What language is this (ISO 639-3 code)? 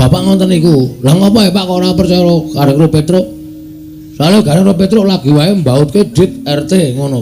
jav